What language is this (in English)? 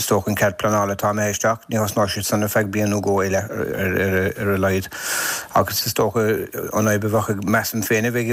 Irish